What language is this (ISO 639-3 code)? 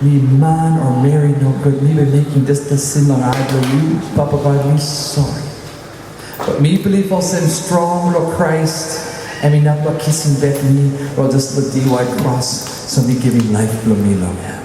tpi